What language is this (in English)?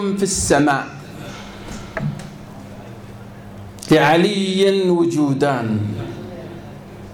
Arabic